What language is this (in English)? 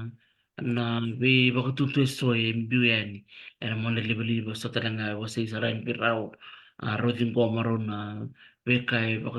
Fijian